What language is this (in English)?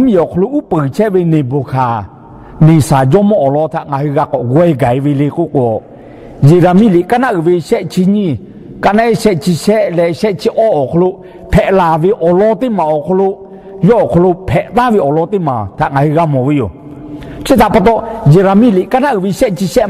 Lahu